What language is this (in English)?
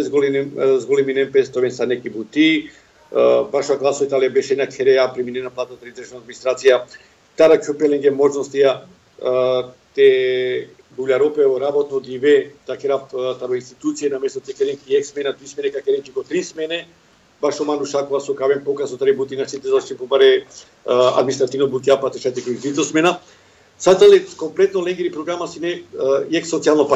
Macedonian